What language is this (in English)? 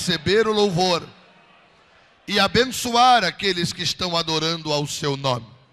Portuguese